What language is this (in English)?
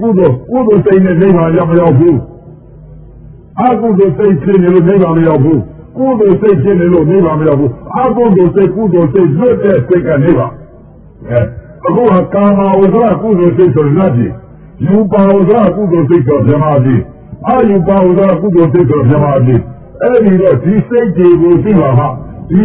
Burmese